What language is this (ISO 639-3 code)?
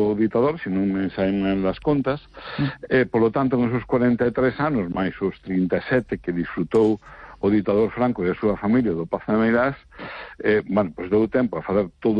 glg